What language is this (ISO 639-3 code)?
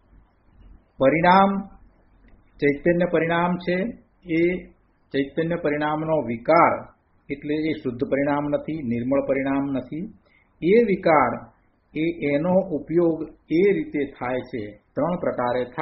guj